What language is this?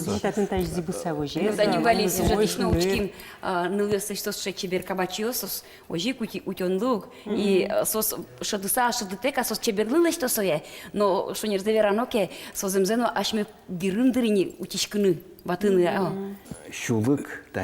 Udmurt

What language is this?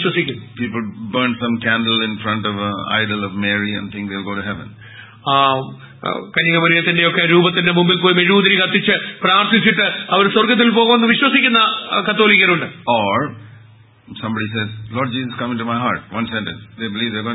Malayalam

